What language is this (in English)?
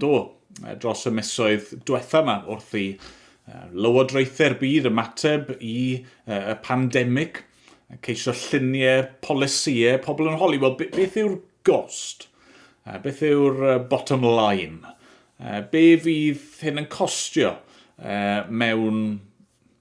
Welsh